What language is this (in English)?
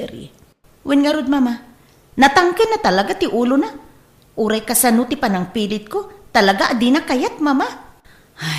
Iloko